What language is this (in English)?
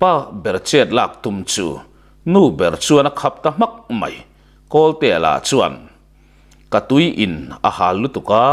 Mizo